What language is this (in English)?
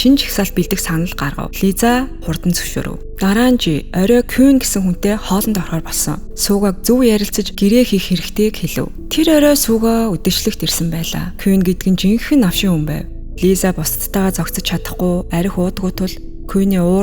Mongolian